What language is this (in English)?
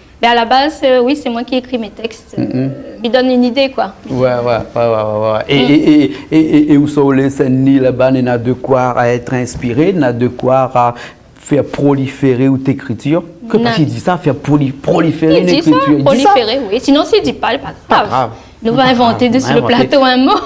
Réunion Creole French